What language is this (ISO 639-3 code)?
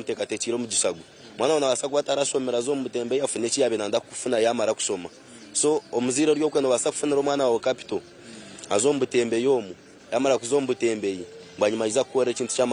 nyn